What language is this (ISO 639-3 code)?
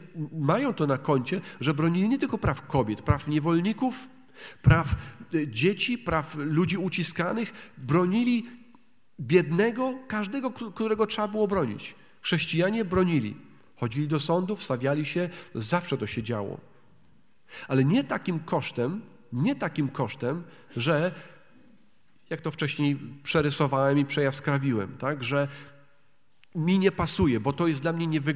pol